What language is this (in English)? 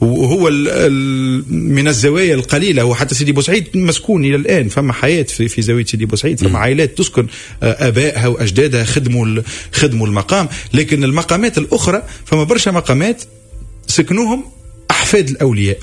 Tunisian Arabic